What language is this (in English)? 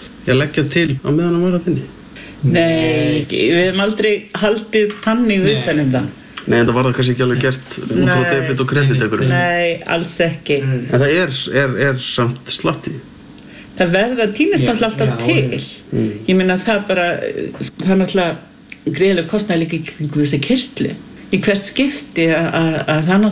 Icelandic